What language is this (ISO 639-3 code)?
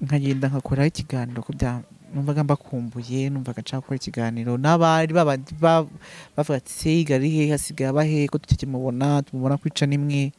kin